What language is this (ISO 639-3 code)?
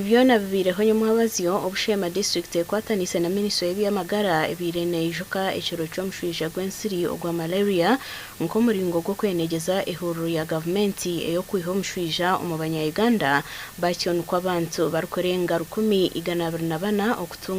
nyn